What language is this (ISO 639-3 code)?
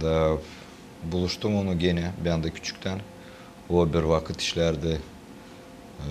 gag